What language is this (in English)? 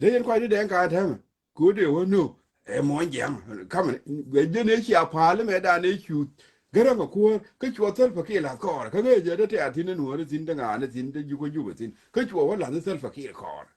Nuer